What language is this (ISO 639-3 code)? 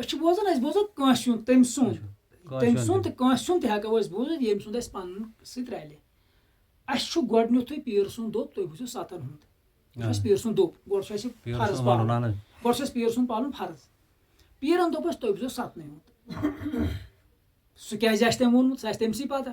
kas